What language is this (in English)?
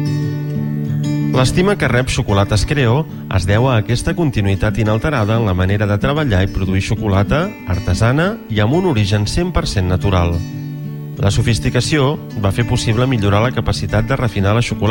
Catalan